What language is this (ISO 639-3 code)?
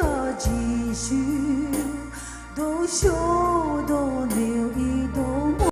pmx